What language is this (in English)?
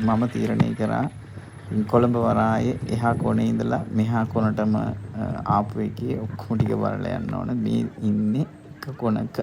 Sinhala